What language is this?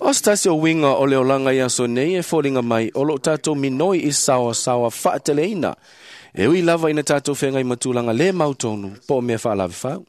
Samoan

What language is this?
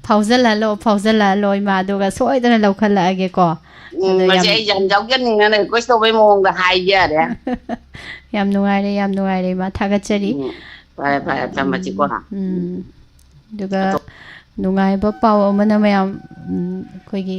Manipuri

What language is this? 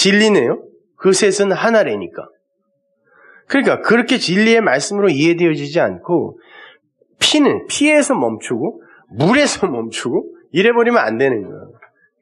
Korean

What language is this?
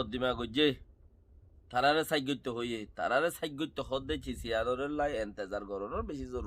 Rohingya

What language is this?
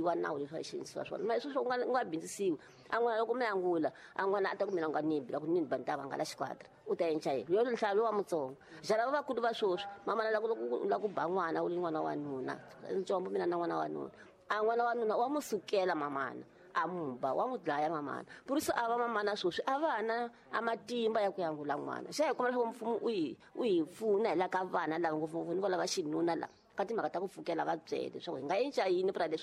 Tsonga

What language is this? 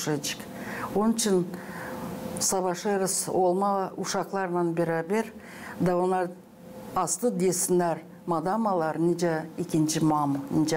Gagauz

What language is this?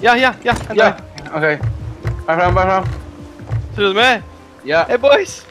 Faroese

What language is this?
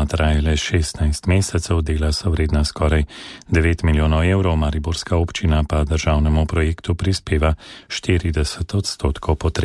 Slovenian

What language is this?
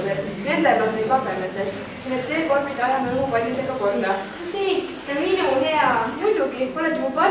Estonian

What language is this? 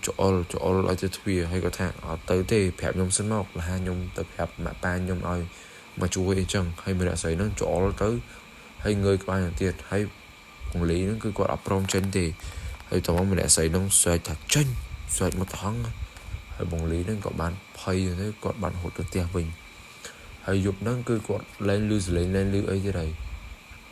Khmer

